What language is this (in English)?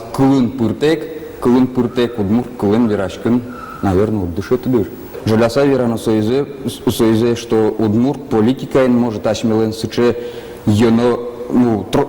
Udmurt